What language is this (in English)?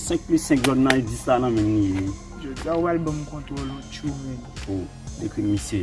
Haitian Creole